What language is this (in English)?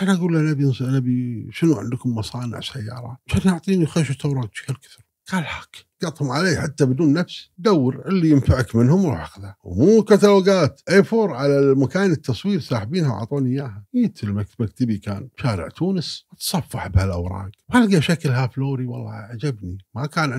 Gulf Arabic